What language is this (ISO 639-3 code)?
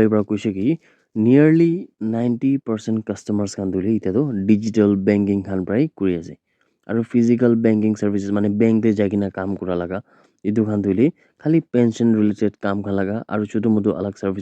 nag